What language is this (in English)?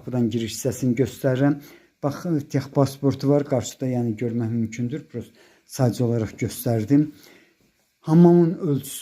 Azerbaijani